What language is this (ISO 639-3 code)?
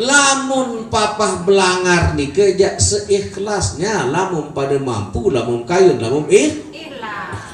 sas